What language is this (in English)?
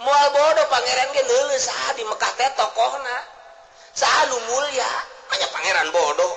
Sundanese